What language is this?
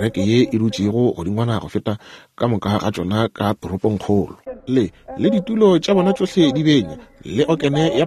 Northern Sotho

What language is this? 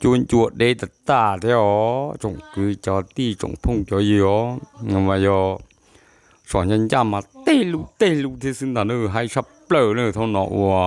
Hmong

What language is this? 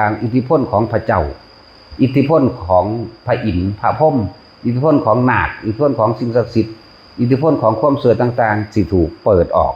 Northeastern Thai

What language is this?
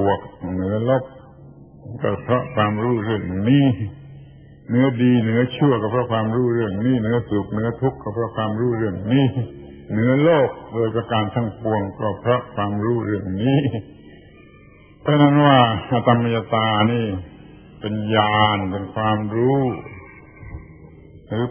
Thai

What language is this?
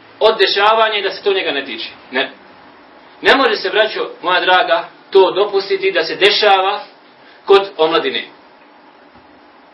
Bosnian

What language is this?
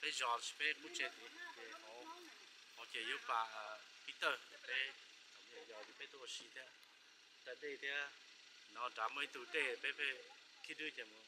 Hmong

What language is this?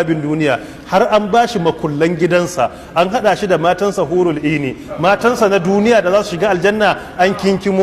Hausa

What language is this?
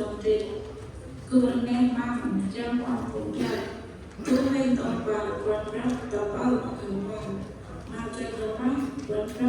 Central Mnong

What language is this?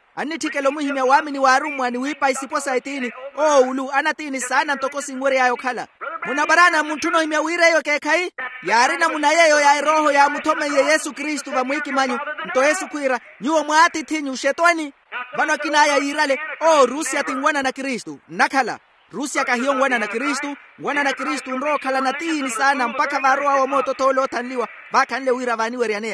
Makhuwa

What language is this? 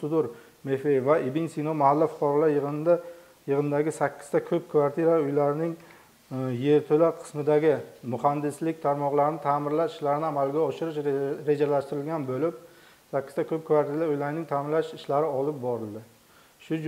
Uzbek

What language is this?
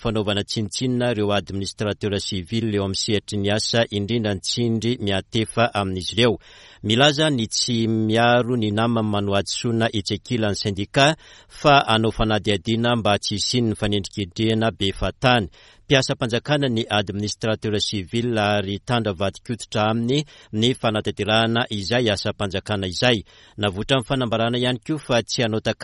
Malagasy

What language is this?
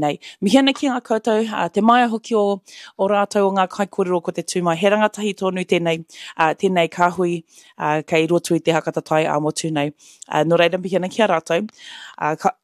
Māori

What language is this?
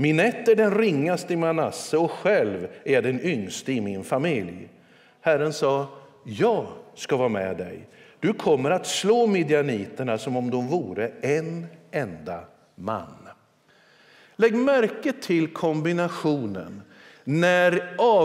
Swedish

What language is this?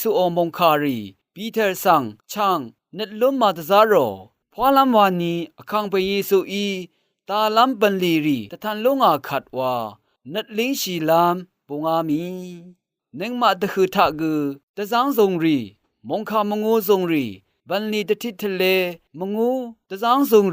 Rawang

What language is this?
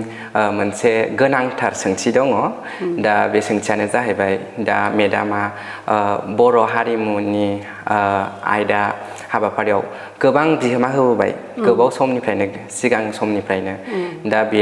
Bodo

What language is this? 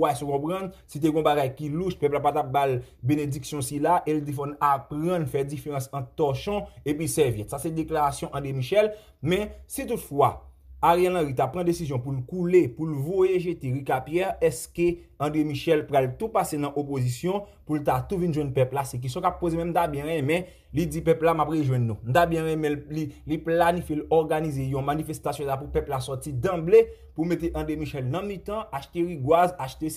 Haitian Creole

